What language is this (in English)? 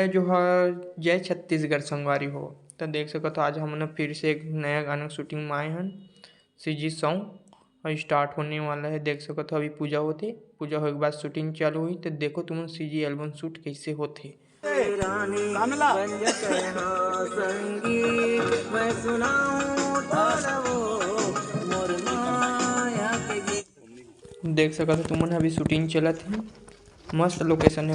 Chhattisgarhi